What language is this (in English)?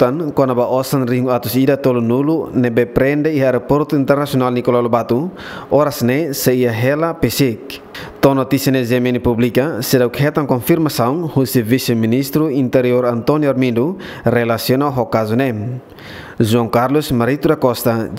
Tetum